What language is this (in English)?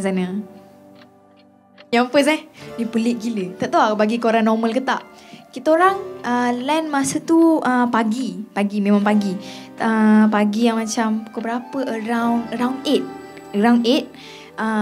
Malay